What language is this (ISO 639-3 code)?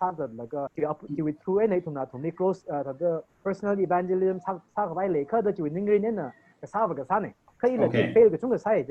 nmf